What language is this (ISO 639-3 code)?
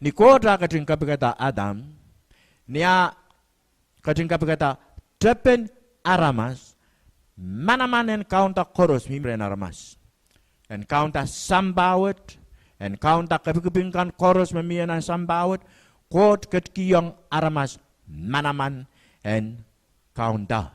pon